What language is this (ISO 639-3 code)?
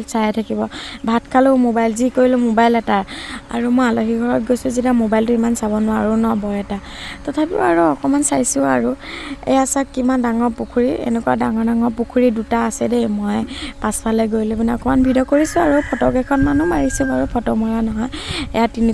asm